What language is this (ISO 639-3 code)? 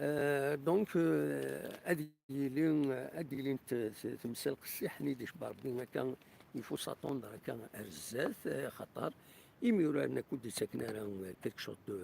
kab